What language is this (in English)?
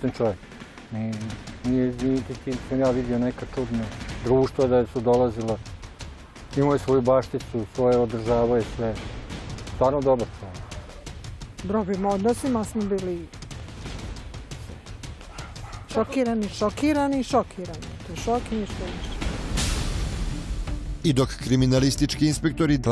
Serbian